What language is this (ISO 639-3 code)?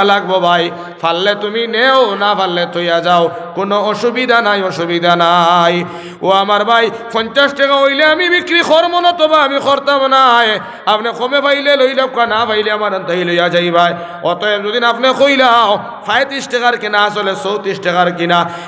syl